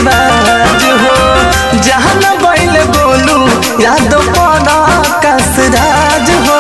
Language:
Bhojpuri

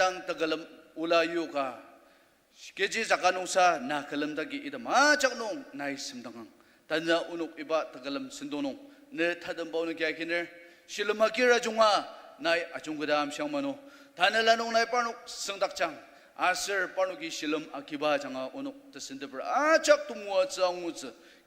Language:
Ao Naga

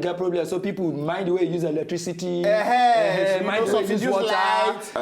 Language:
Nigerian Pidgin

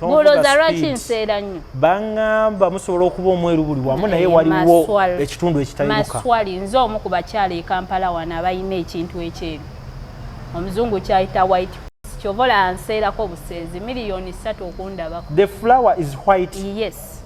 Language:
Ganda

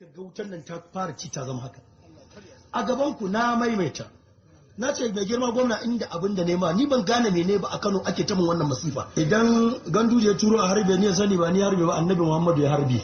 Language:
Hausa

